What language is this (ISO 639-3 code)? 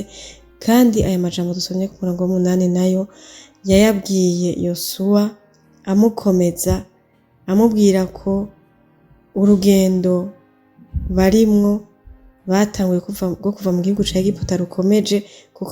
run